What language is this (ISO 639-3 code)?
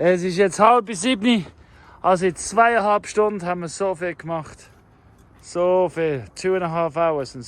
gsw